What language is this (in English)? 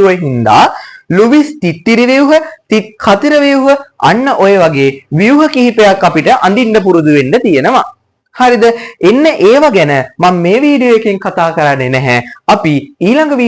Sinhala